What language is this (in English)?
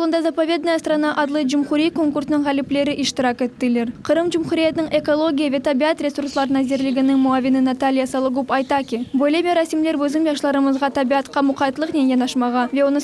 Crimean Tatar